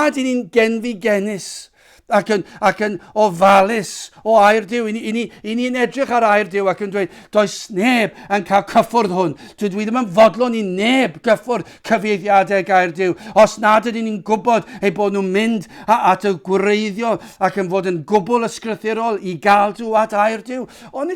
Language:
Welsh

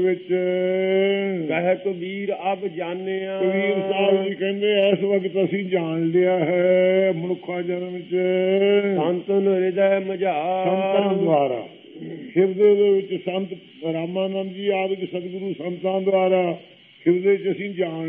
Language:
Punjabi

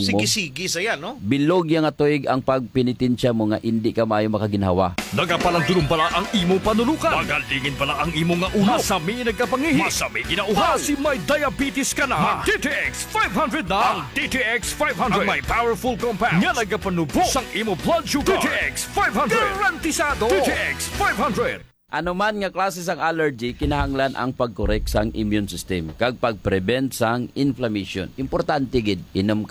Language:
Hiligaynon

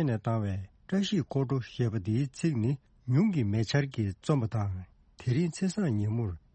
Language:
Tibetan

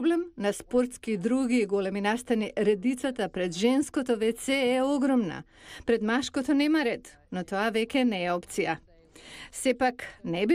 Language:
Macedonian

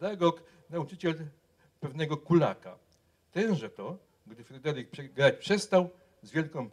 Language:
Polish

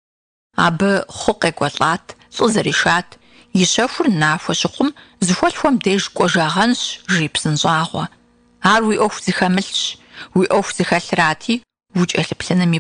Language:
Kabardian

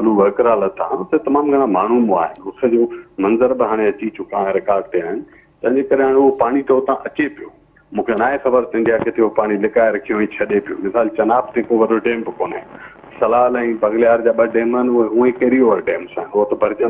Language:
Sindhi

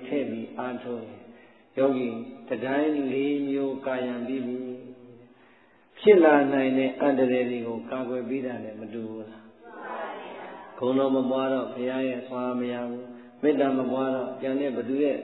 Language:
Burmese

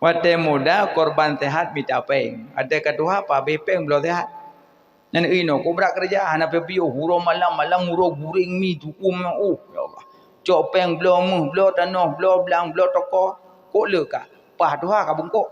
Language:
Achinese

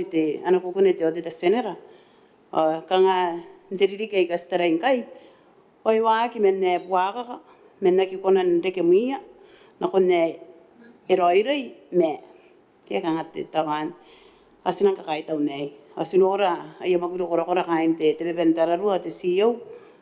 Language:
Gilbertese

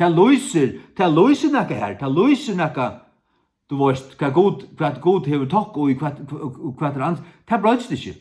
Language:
Faroese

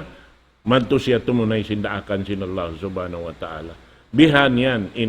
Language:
Tausug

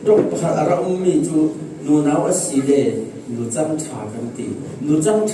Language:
Falam Chin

